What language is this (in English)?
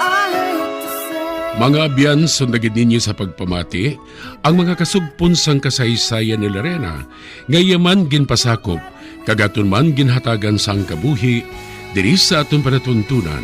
Hiligaynon